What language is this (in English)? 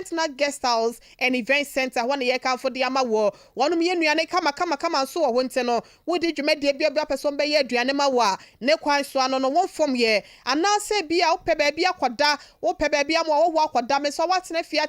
Akan